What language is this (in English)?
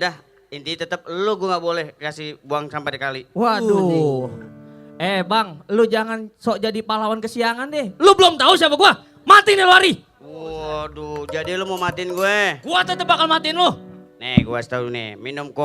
Betawi